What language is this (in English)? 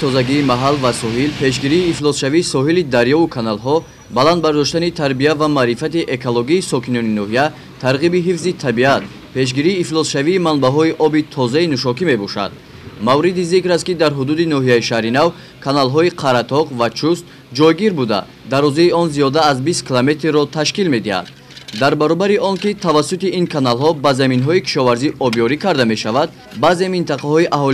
Tajik